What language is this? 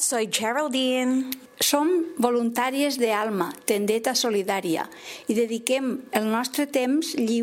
Catalan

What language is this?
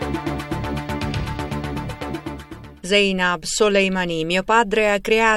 Italian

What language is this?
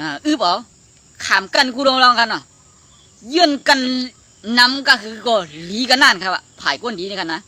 Shan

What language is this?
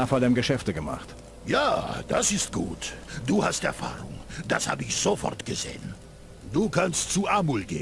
Bavarian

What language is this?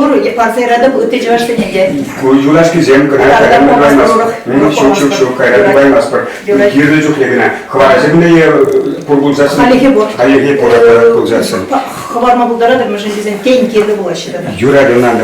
Chuvash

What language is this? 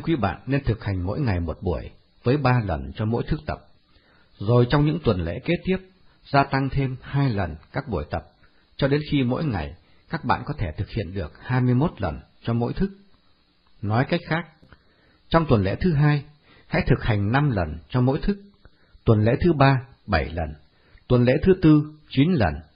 Vietnamese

